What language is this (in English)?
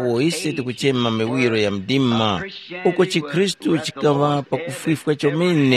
Tumbuka